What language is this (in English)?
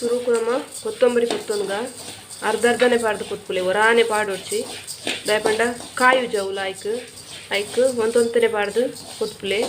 Tulu